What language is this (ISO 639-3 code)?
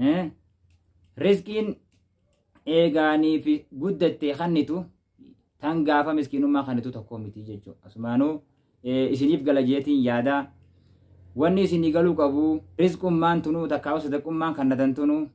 orm